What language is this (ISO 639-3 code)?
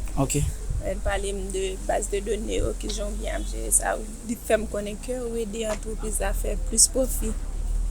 hat